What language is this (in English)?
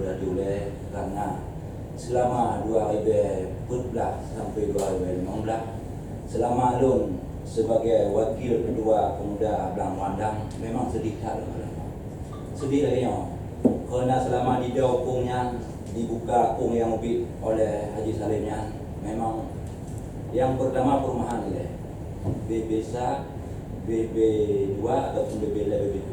Achinese